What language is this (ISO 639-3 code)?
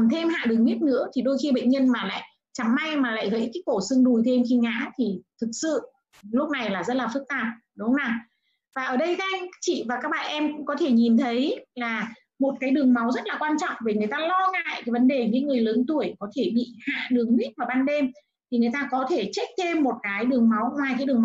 vie